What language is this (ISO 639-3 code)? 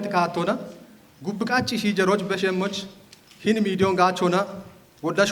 kbr